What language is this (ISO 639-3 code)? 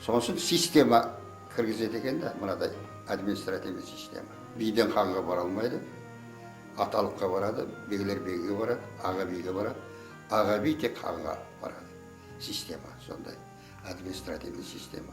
kaa